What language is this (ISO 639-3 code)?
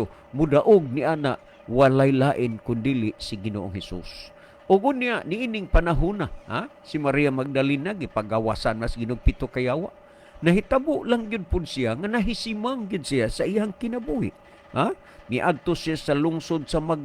ceb